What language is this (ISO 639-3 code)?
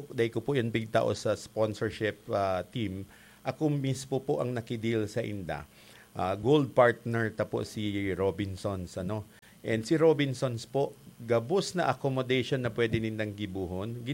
bik